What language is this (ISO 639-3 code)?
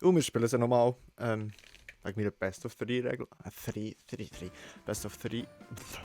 gsw